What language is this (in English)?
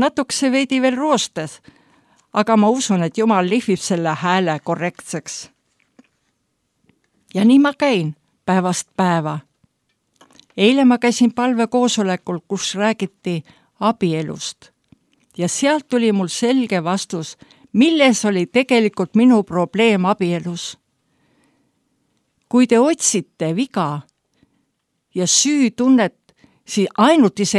Estonian